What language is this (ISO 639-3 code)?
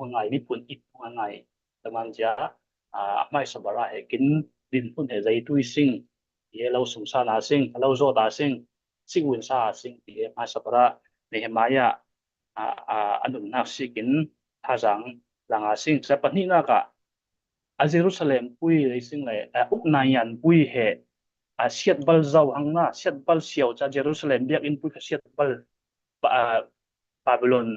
cfm